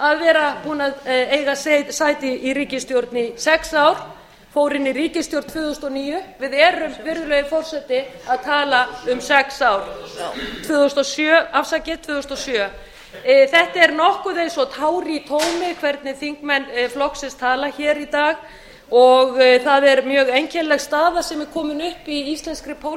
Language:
Icelandic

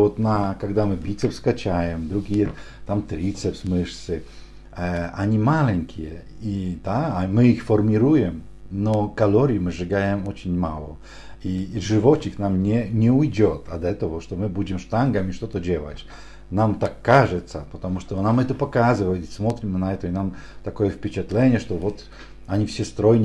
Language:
Russian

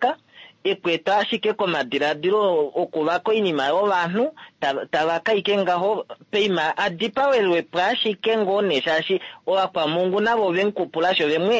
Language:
Kuanyama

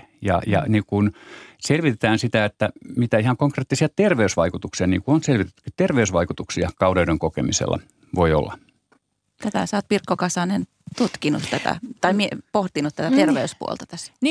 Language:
Finnish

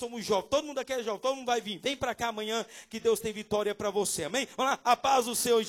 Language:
Portuguese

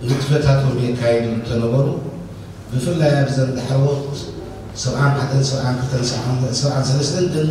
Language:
Tigrinya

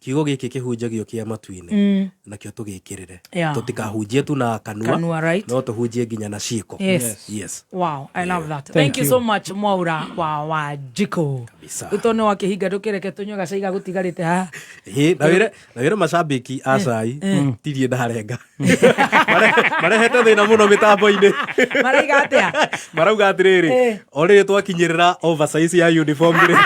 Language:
Kikuyu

